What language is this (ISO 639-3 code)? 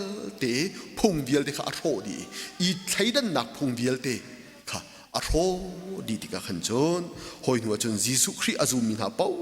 cnh